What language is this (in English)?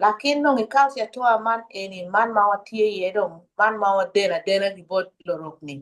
Acoli